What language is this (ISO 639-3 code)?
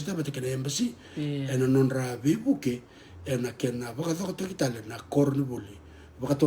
fij